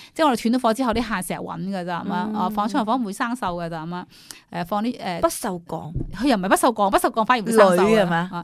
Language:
Cantonese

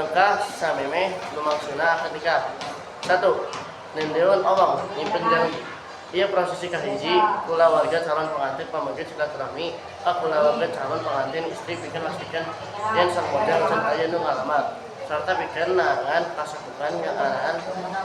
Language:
Sundanese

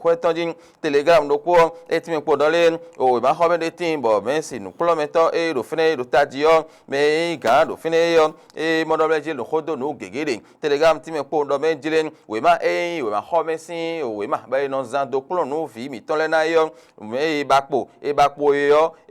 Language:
Fon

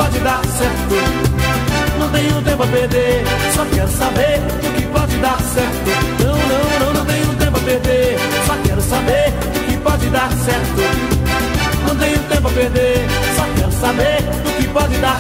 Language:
Portuguese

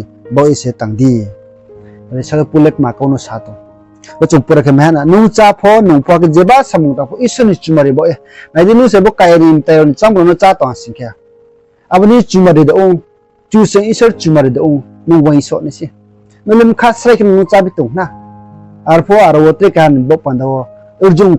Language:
Riang (India)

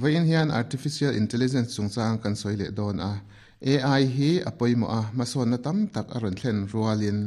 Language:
Mizo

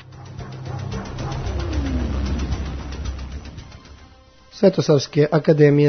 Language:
Serbian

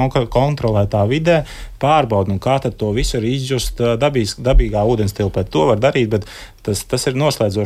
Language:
Latvian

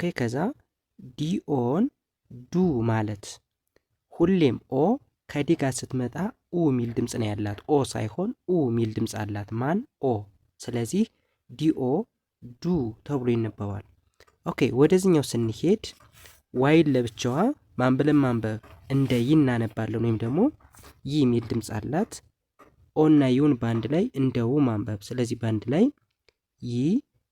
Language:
Amharic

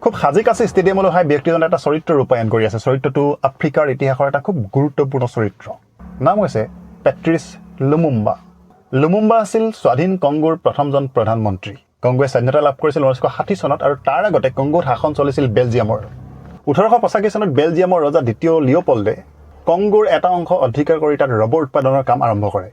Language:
Assamese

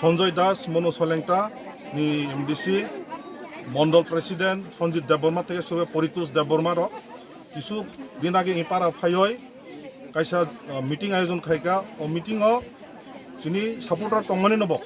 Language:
Kok Borok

